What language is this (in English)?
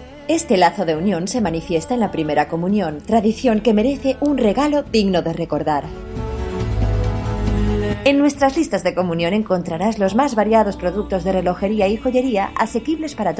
Spanish